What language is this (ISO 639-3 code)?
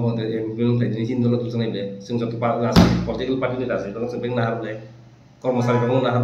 trp